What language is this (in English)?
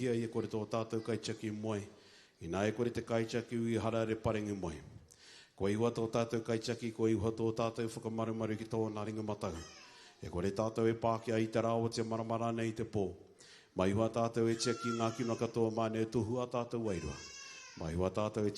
Māori